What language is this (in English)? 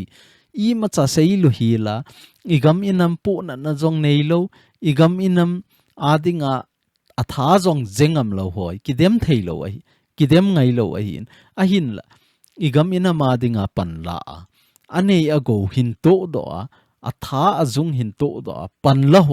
Thado Chin